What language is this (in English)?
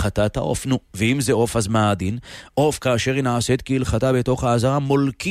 Hebrew